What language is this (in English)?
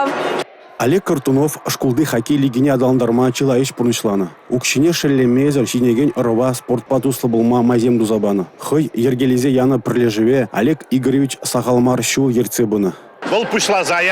Chuvash